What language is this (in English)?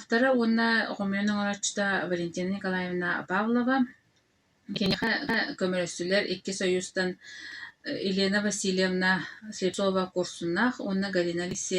Yakut